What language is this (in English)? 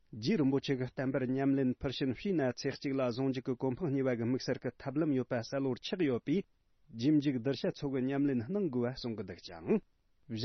Tibetan